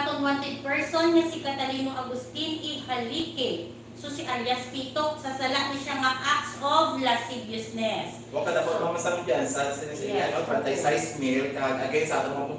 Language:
Hiligaynon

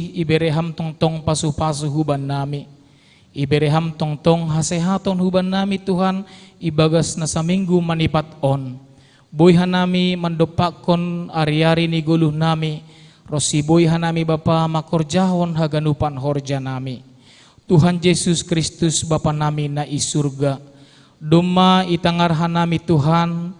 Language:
Batak Simalungun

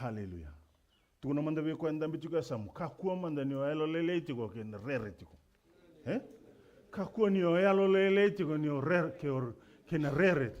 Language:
Fijian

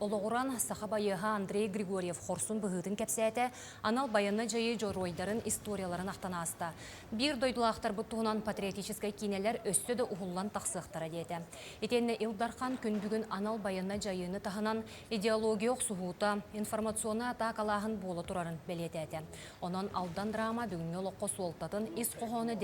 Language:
Yakut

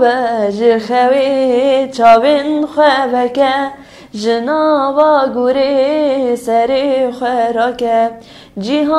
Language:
Kurdish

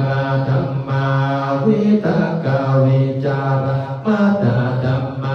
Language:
Pali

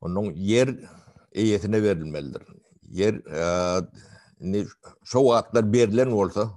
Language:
Turkmen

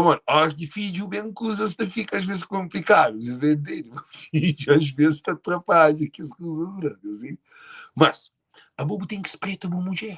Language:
Kabuverdianu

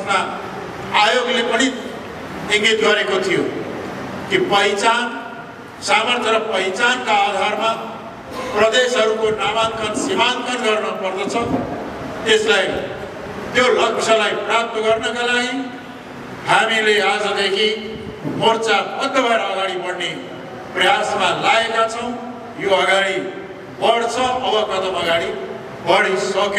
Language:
Nepali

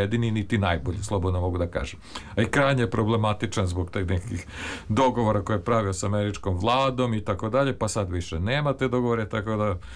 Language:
Serbian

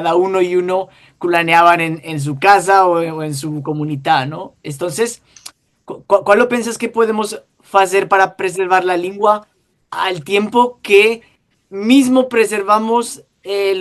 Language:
Ladino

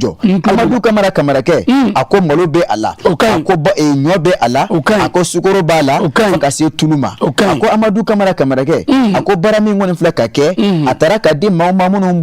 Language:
Bambara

